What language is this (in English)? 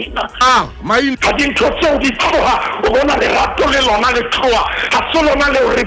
Southern Sotho